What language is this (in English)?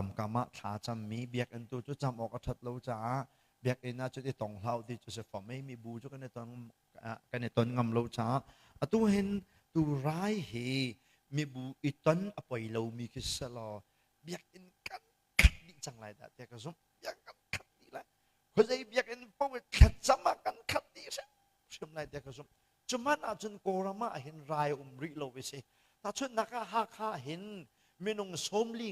Hakha Chin